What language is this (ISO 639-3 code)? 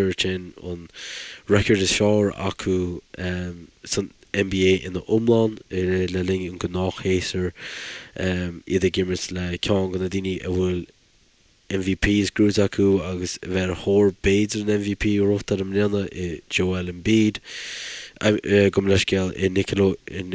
gle